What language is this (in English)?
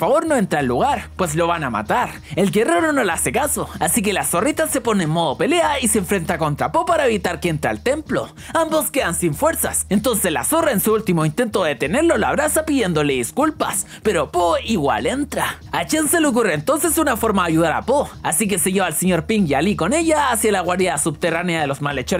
Spanish